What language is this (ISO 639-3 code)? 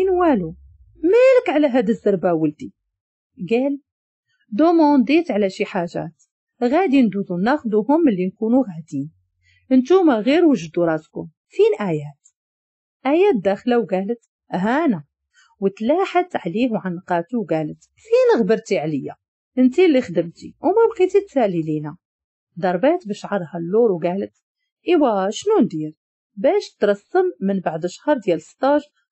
ary